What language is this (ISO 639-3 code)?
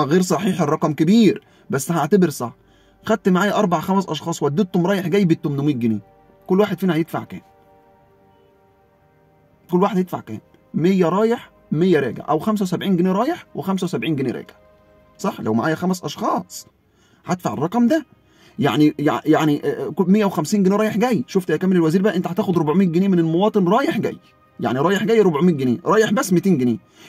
arz